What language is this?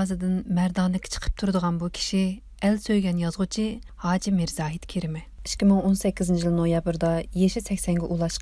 Uyghur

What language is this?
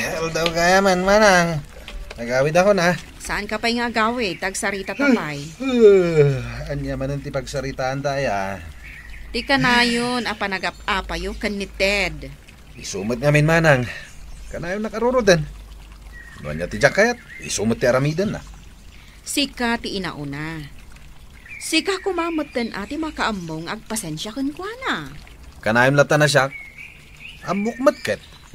Iloko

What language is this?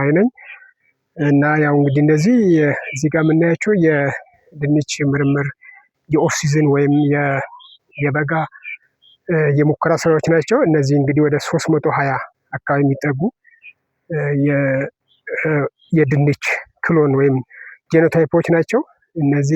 Amharic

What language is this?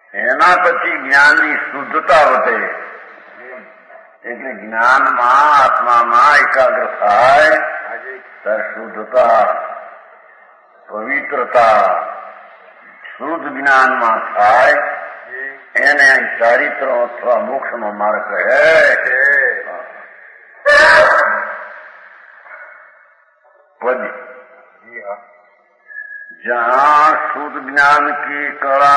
Gujarati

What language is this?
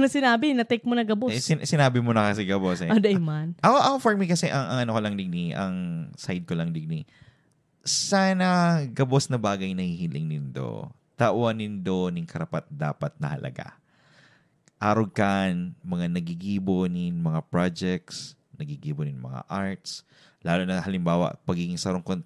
Bikol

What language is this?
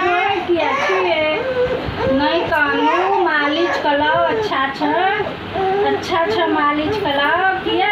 Maithili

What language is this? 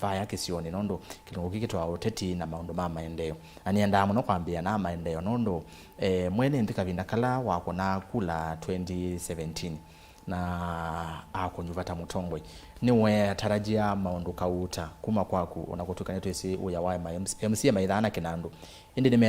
Kamba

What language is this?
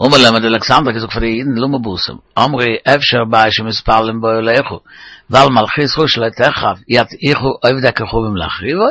Yiddish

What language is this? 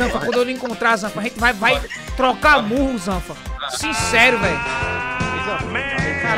Portuguese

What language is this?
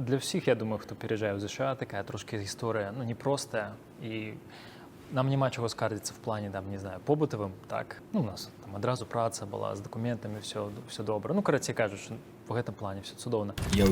Belarusian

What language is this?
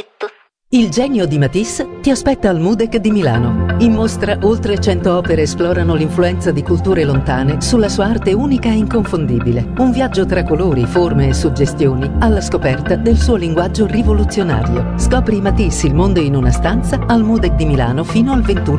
Italian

